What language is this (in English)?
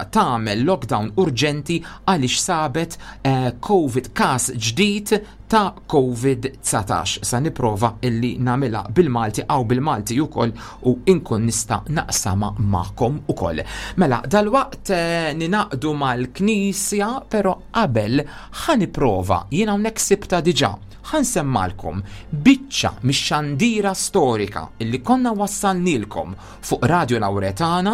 Maltese